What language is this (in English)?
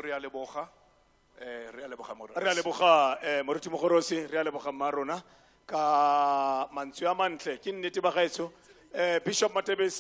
Tswana